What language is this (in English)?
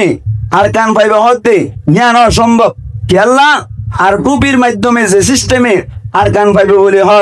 Rohingya